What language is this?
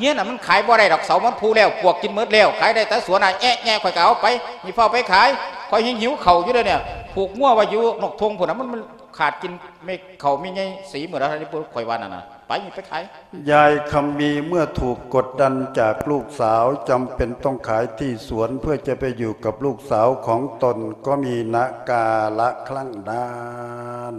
Lao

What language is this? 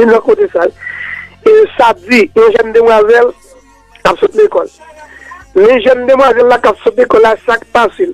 Haitian Creole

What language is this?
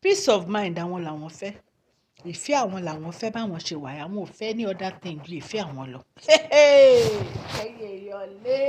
Yoruba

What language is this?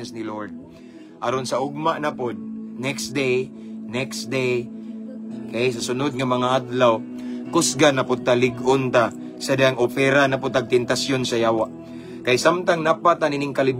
Cebuano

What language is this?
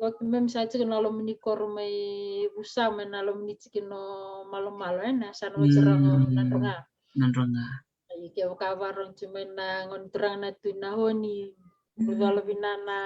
Fijian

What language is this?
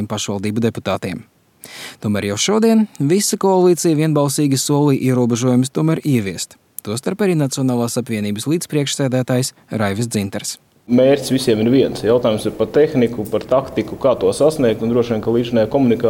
Latvian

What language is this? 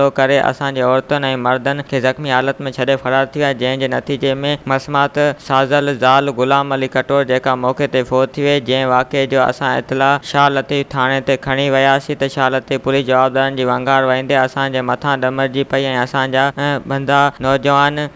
Sindhi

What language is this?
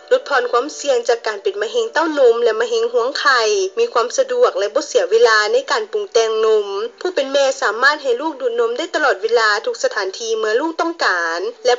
Lao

